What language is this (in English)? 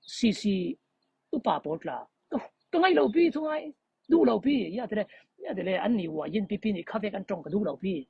Falam Chin